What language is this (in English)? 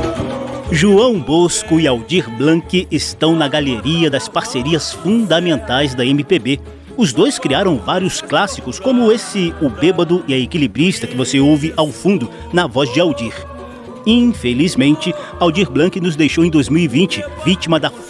Portuguese